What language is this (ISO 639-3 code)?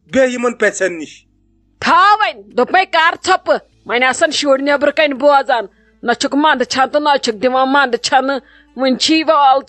kas